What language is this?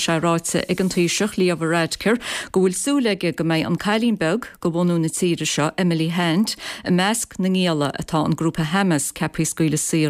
Irish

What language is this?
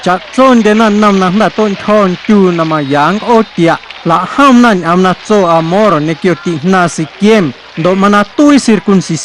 Guerrero Amuzgo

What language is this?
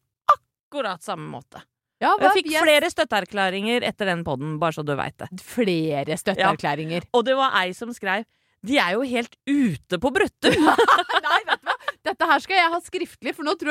Norwegian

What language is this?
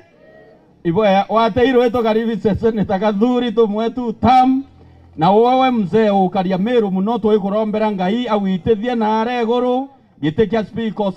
Meru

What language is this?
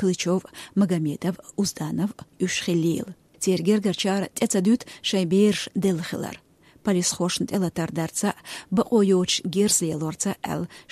Chechen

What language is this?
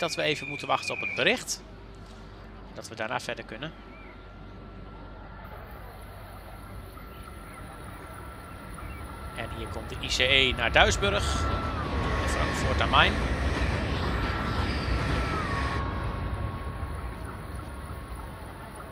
Dutch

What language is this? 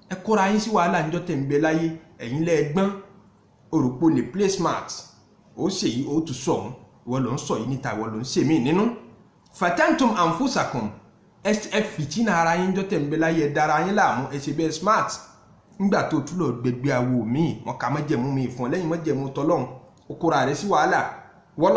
Yoruba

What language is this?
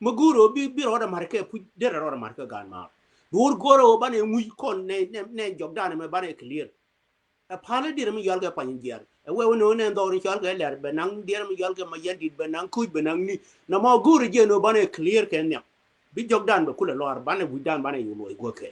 Nuer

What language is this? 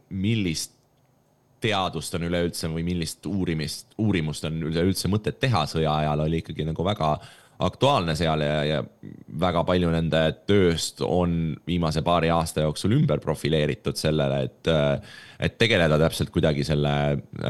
Estonian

